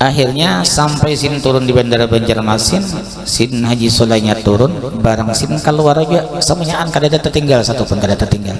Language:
Banjar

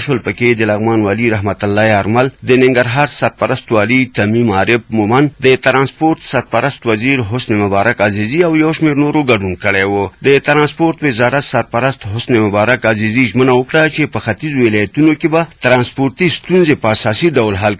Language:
Pashto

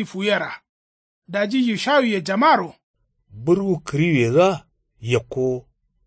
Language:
Kanuri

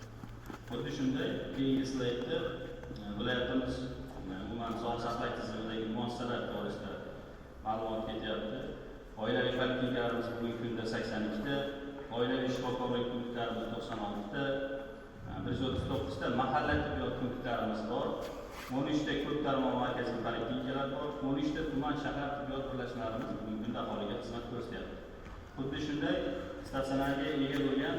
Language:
Uzbek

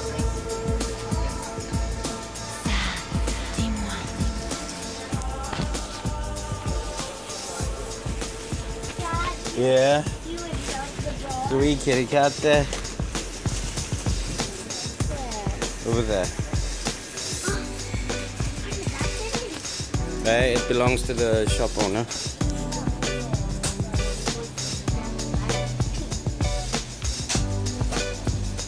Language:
English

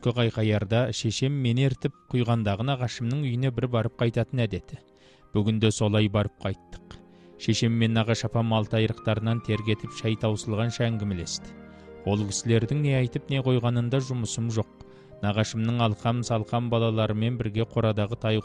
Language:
Kazakh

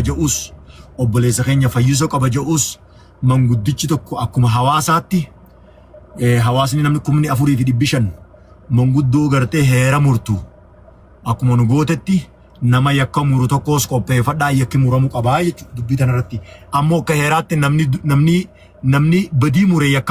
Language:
Oromo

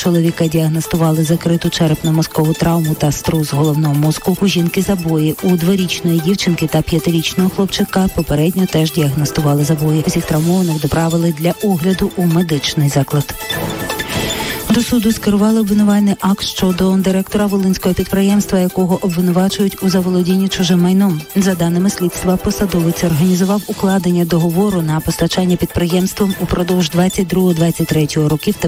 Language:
Ukrainian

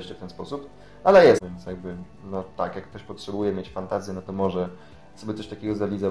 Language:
Polish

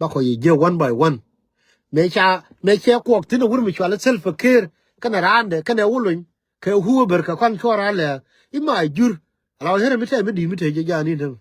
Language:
Nuer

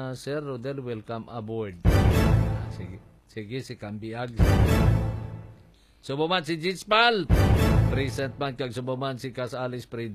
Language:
Hiligaynon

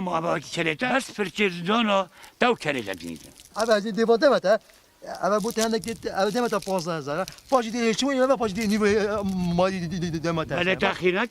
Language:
Kurdish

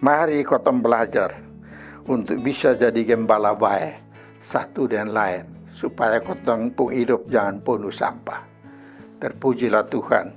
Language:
Kupang Malay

